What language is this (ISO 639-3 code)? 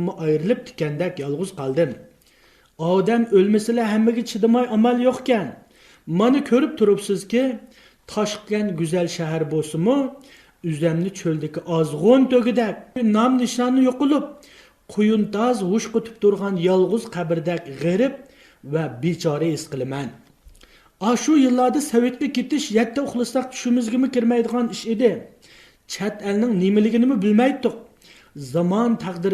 uig